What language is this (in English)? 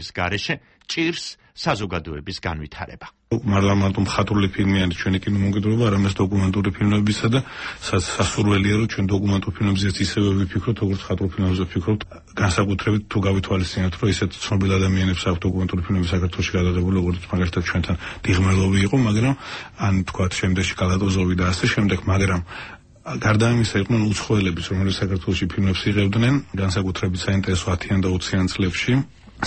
Georgian